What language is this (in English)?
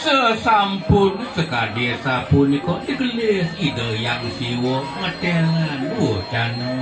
Balinese